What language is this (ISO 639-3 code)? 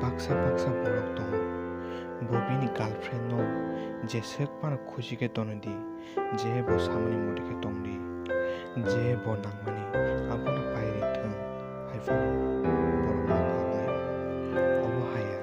trp